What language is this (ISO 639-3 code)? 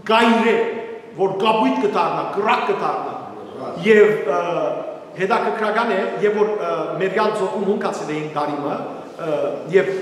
hyw